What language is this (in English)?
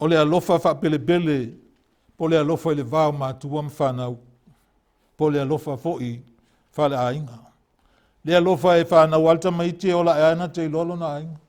Samoan